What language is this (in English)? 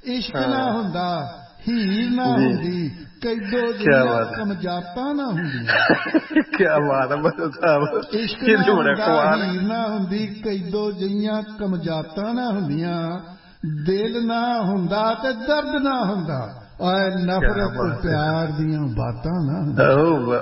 Punjabi